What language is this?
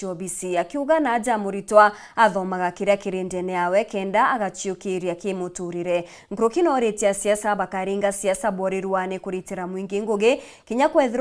Meru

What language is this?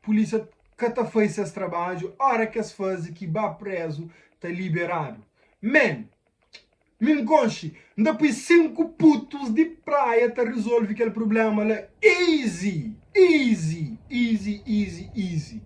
Kabuverdianu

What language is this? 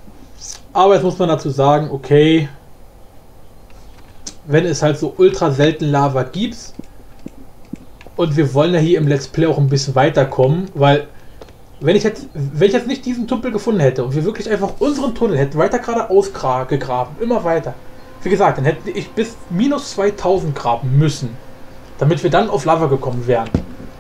German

